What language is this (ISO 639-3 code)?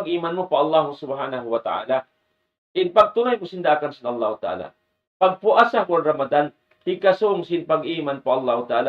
tsg